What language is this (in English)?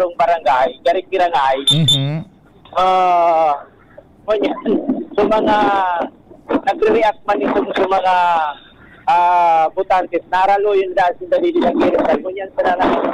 Bikol